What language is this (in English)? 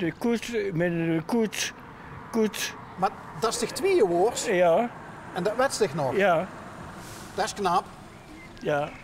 Limburgish